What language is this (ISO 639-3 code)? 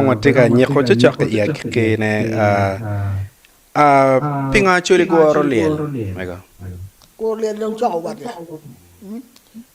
ach